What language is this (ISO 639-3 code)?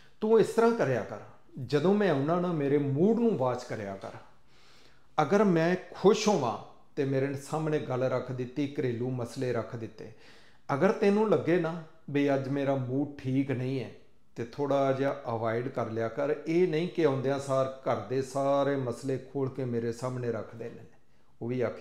pan